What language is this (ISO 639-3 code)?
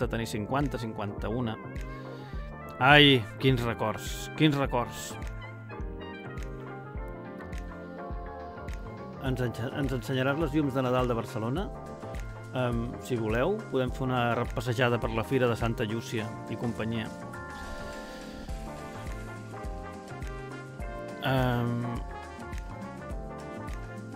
cat